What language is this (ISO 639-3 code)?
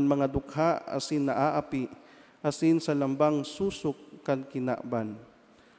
bik